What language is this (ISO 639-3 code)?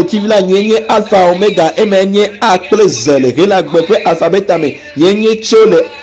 ewe